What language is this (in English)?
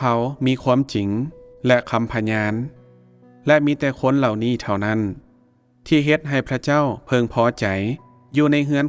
Lao